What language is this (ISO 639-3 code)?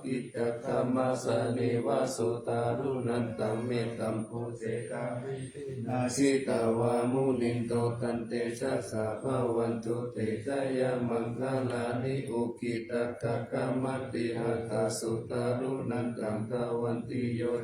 pli